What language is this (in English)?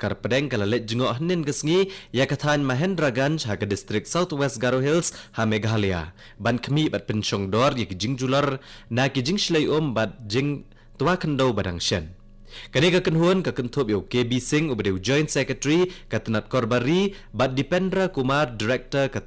Khasi